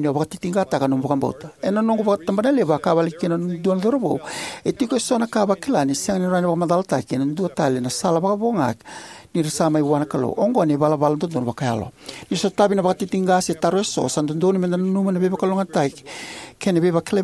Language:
Fijian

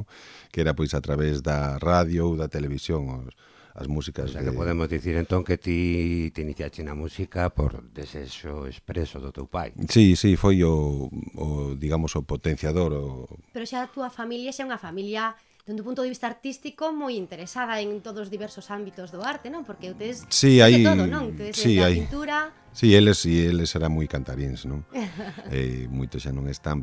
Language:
Galician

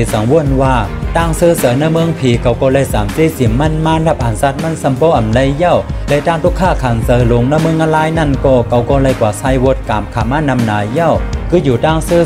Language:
Shan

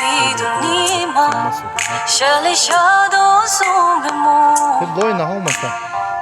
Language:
Tibetan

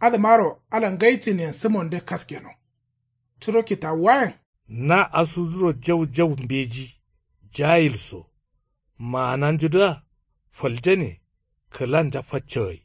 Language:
Kanuri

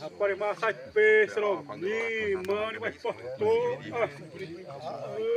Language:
Xavánte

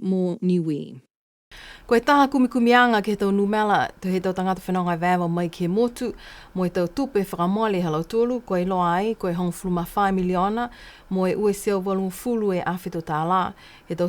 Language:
Niuean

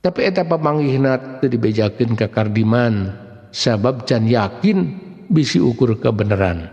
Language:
Sundanese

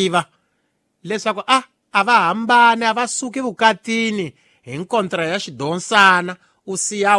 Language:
Tsonga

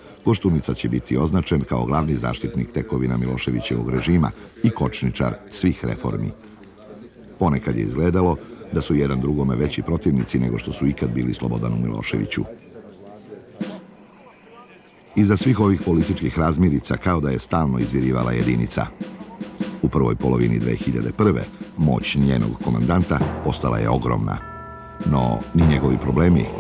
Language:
Serbian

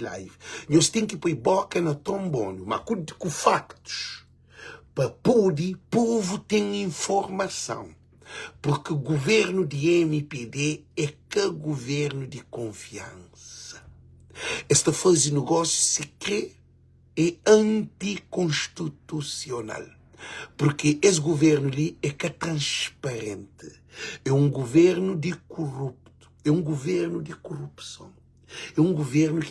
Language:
Kabuverdianu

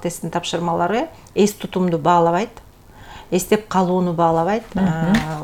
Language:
Kyrgyz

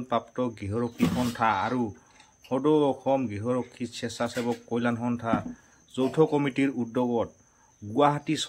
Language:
Assamese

